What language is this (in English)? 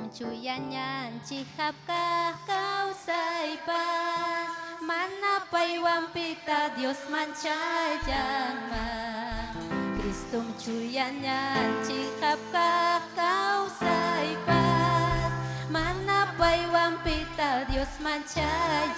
Ayacucho Quechua